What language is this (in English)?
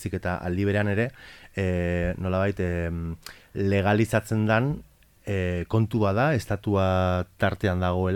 Basque